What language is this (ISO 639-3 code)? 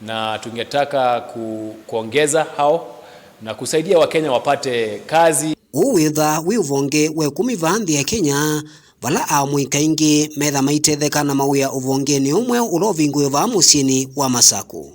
kam